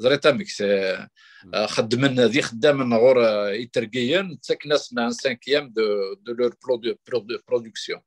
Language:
Kabyle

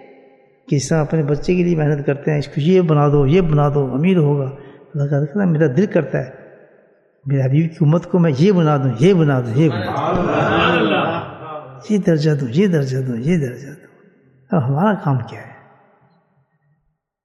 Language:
Urdu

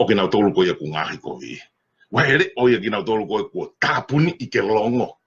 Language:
Tongan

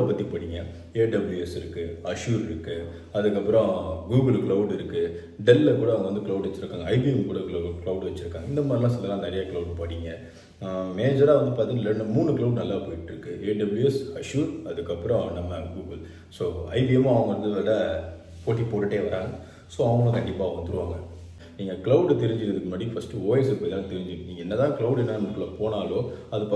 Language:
Tamil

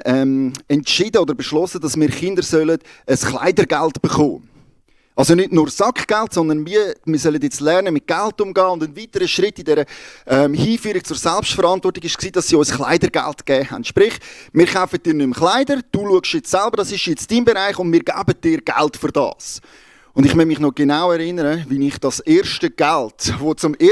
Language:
Swiss German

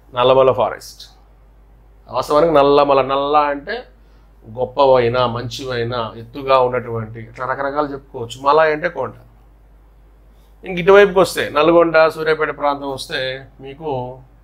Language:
Telugu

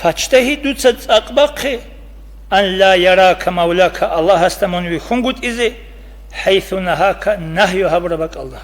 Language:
Avaric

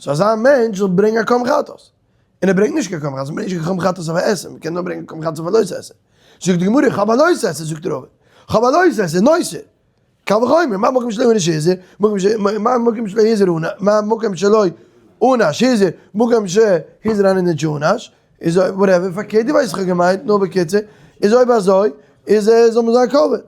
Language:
Yiddish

